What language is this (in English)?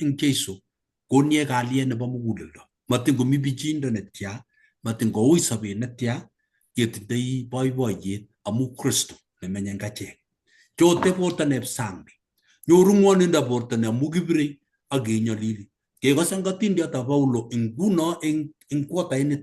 Kalenjin